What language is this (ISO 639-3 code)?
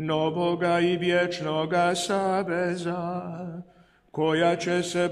hrv